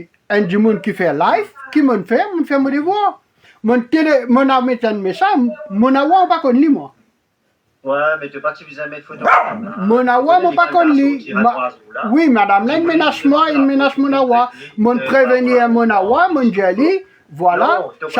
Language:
Morisyen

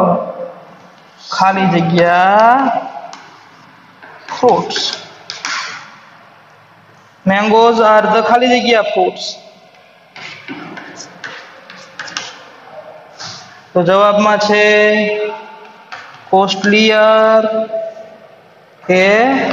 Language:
Gujarati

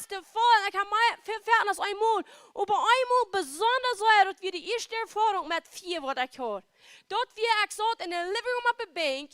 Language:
Plautdietsch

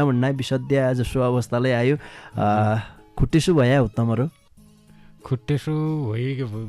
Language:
Dotyali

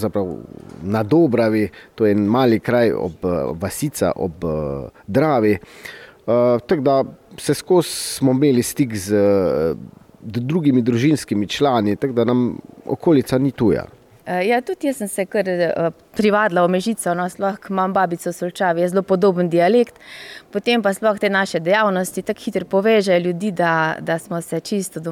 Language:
Slovenian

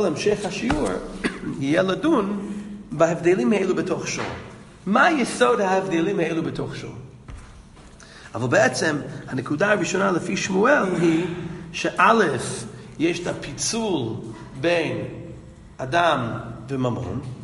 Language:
Hebrew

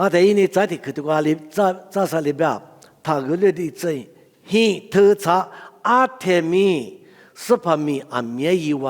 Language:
Lisu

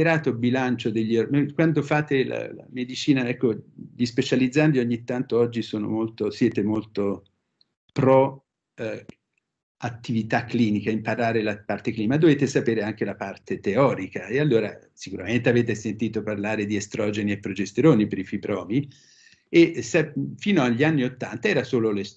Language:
Italian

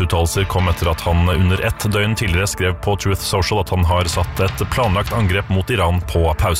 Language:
Norwegian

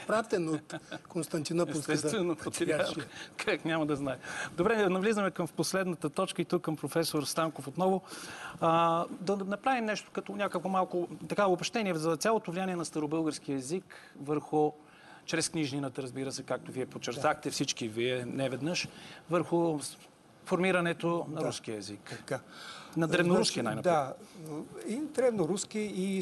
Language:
Bulgarian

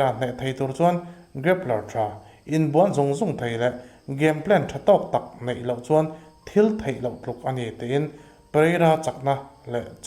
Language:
Mizo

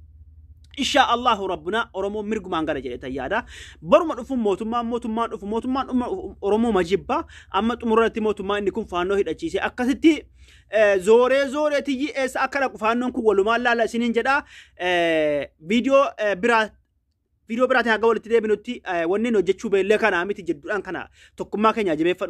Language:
Oromo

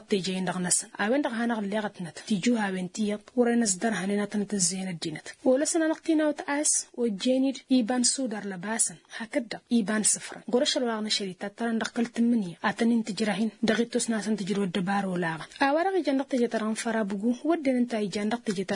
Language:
Tamasheq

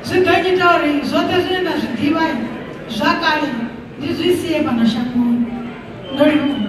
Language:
Venda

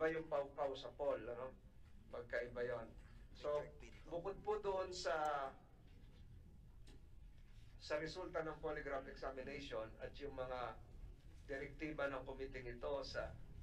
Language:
Filipino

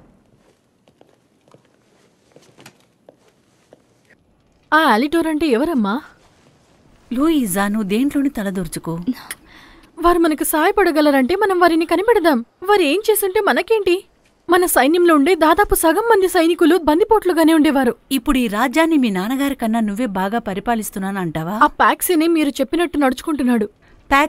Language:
Telugu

